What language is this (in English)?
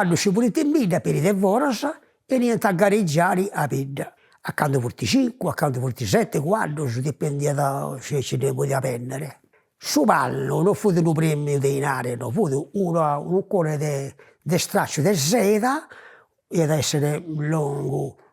Sardinian